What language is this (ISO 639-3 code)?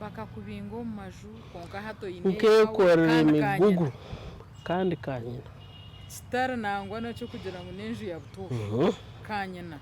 nyn